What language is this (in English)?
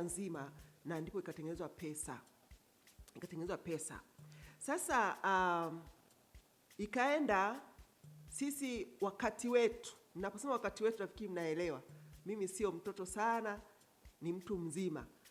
Swahili